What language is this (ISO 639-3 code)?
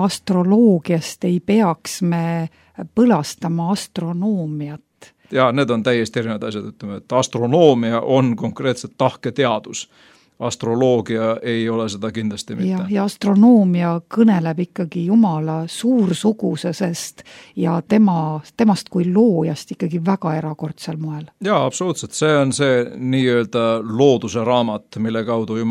est